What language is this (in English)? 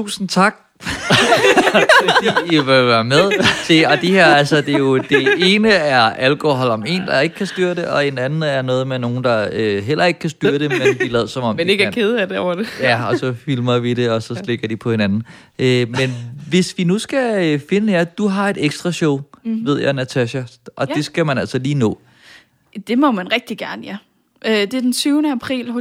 Danish